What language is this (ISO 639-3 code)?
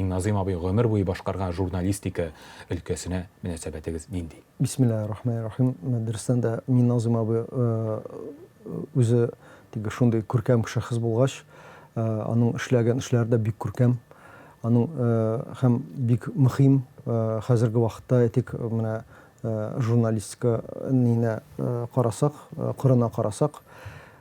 tat